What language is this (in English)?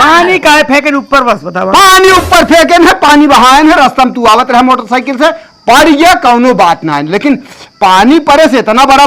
Awadhi